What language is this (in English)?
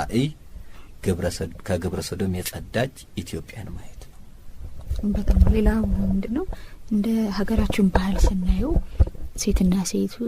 Amharic